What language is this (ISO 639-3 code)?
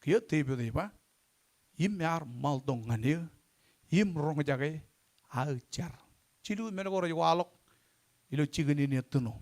mah